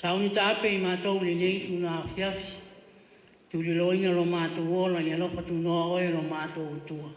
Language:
Samoan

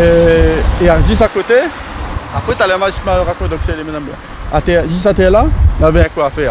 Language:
Réunion Creole French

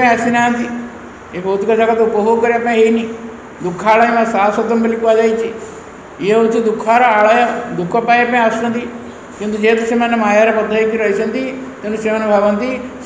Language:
Odia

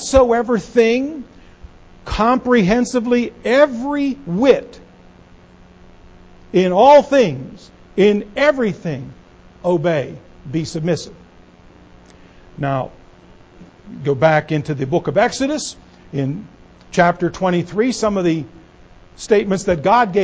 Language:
English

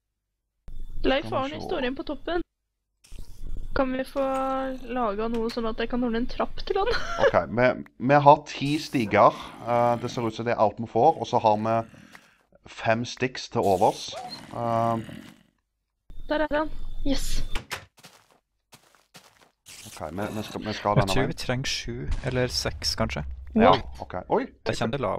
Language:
Norwegian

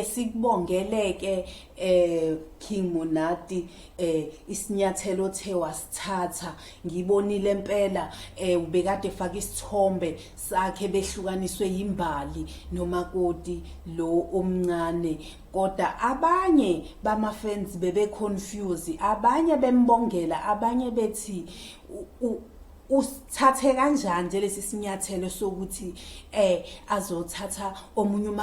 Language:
Zulu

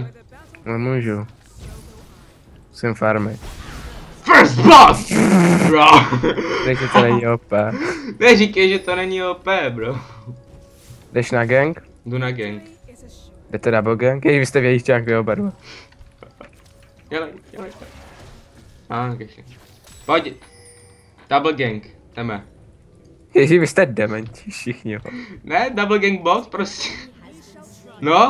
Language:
Czech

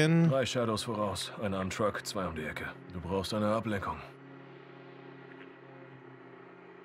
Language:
German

